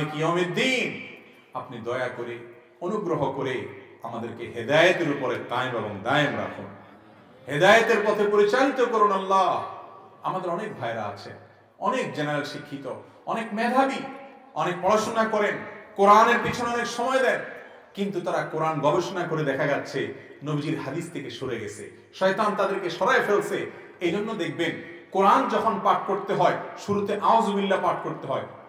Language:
Bangla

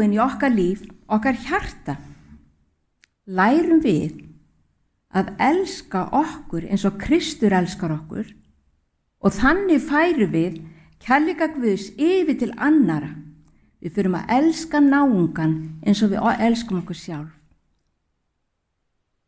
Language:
Icelandic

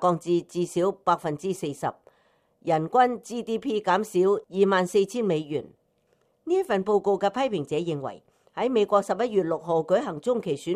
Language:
Cantonese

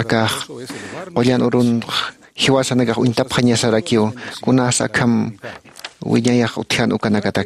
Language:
Aymara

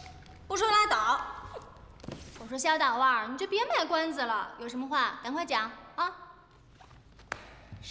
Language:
Chinese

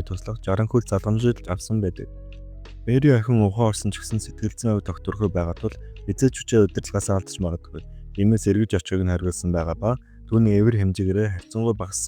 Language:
Mongolian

